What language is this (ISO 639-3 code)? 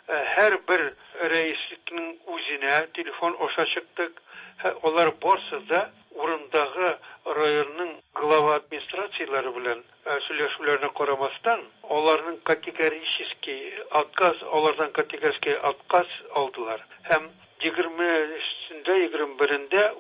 tat